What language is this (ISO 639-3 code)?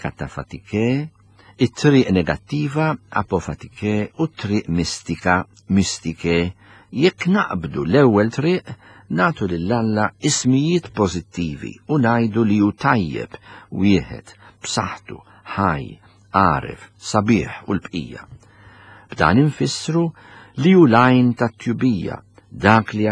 mlt